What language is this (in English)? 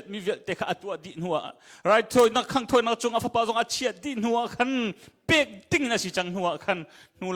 Hakha Chin